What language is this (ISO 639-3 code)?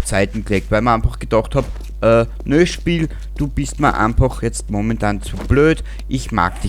bar